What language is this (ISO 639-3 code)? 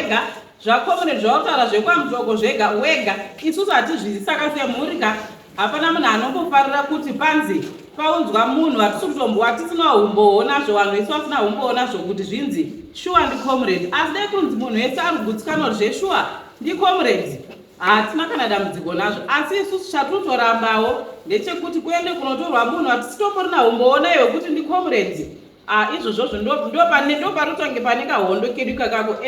sna